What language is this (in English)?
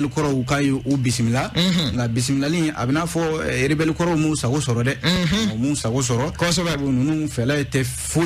Bambara